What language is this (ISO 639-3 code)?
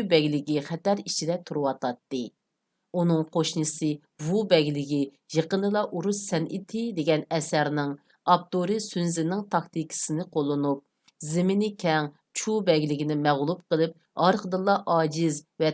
uig